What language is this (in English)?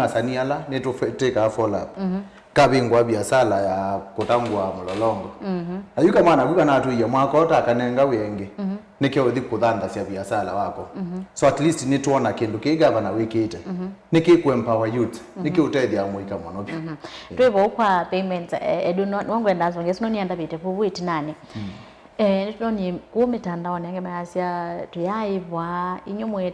Kamba